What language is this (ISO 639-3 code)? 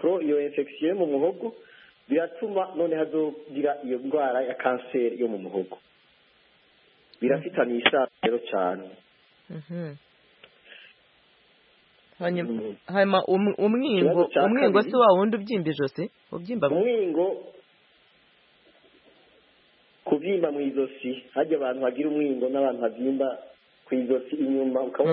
kin